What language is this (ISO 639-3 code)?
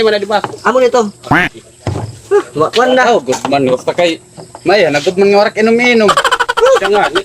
war